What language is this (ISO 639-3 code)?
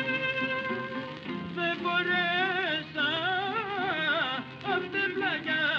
ell